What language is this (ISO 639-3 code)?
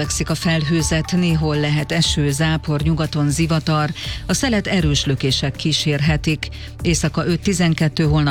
hun